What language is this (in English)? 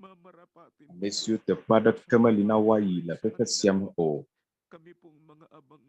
Ewe